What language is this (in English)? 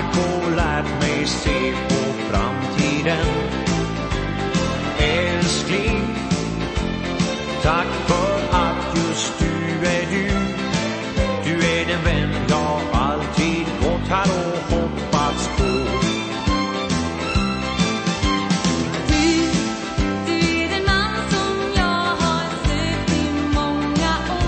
Swedish